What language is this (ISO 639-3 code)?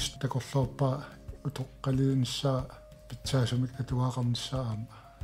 kal